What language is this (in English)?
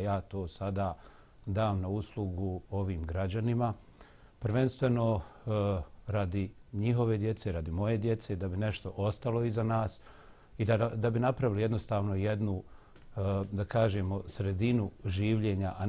Bosnian